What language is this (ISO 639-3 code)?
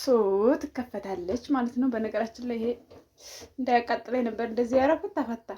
amh